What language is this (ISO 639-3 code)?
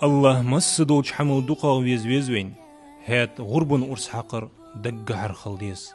inh